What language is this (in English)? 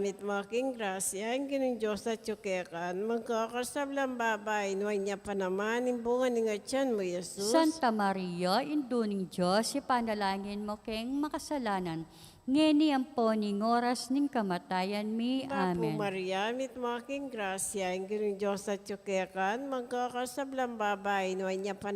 Pampanga